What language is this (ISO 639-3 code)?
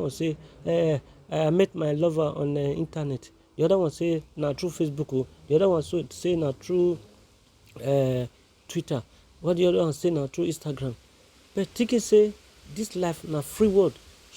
pcm